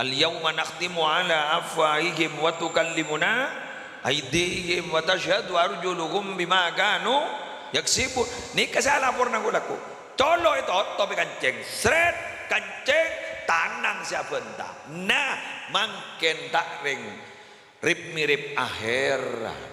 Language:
Madurese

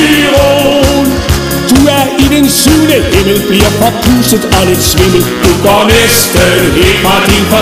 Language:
Danish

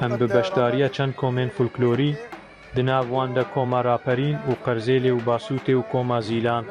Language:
Kurdish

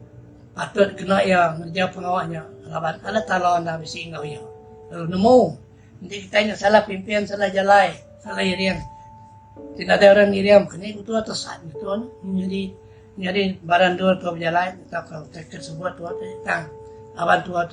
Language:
Iban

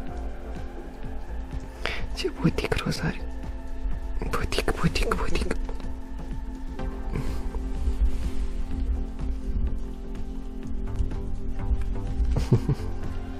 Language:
Romanian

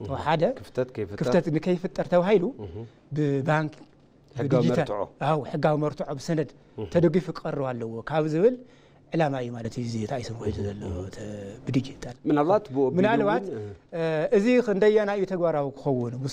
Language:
Tigrinya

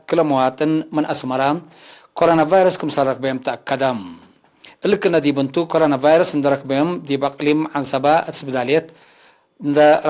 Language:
Tigre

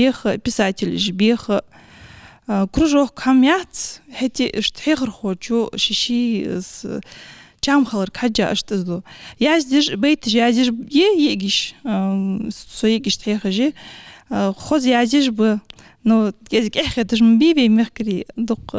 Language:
Ingush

